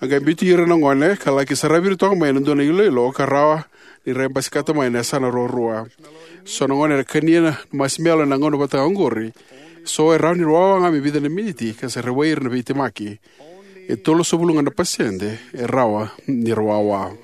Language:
Fijian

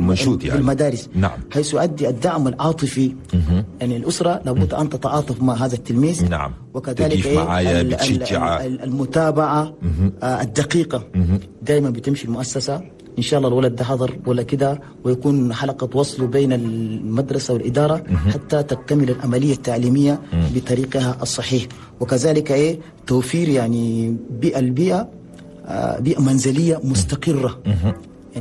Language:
Chadian Arabic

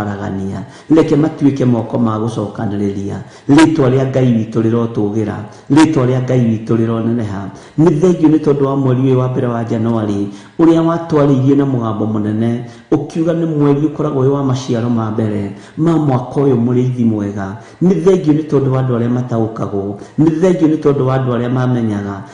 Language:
Kikuyu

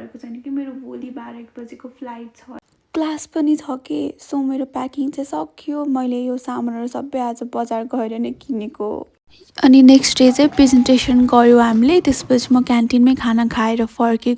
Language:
Nepali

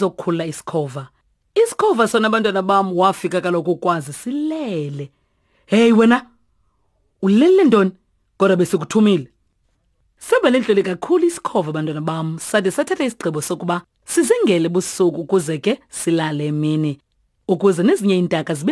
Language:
Xhosa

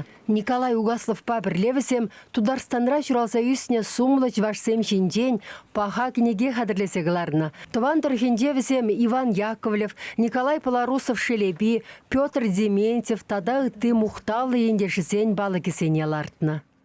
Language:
Chuvash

